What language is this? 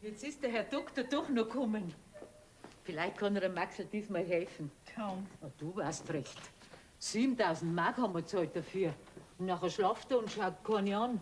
Bavarian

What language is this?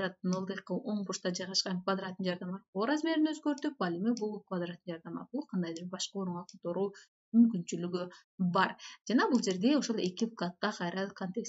Kyrgyz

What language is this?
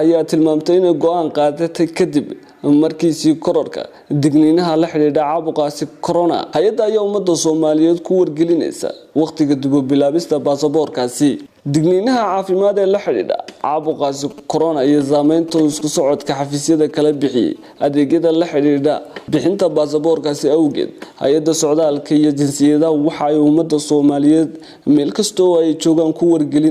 Somali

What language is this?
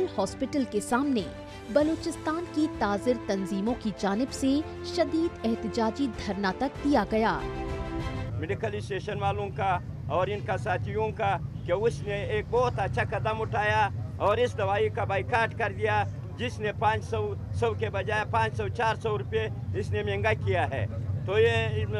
Urdu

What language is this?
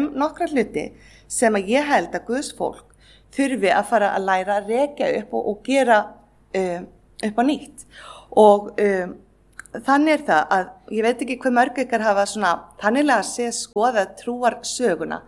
Icelandic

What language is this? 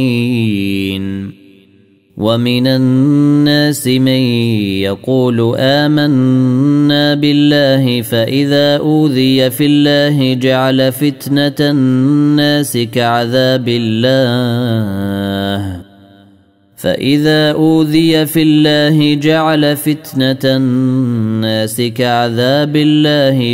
Arabic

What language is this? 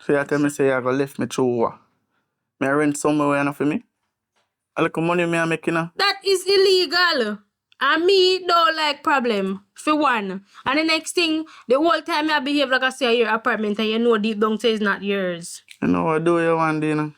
Jamaican Creole English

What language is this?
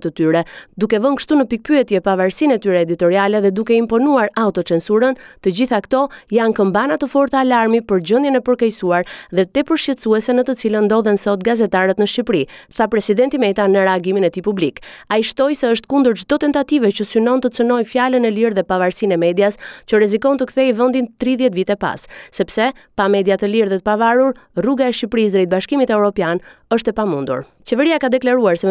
Albanian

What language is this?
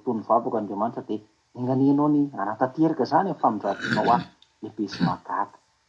Malagasy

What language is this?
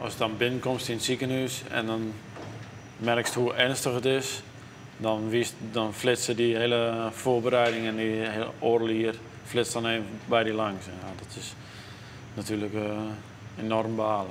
Western Frisian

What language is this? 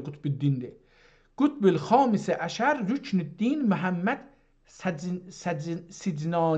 South Azerbaijani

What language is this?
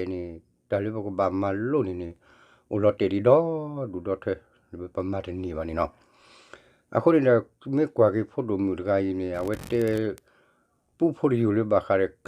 S'gaw Karen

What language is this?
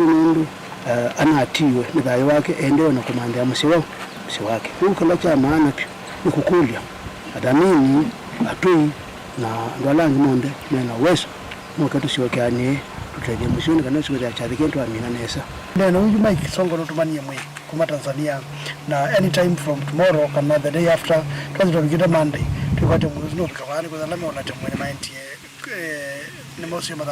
Kamba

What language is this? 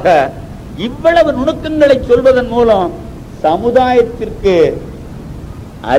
Tamil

